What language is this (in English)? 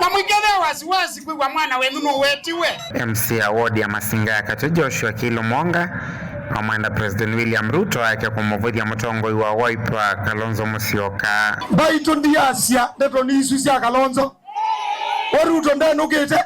Kamba